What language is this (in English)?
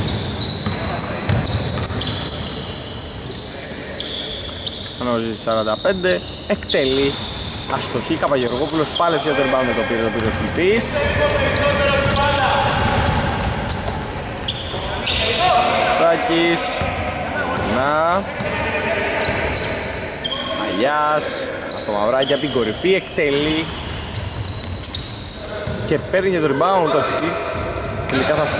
Greek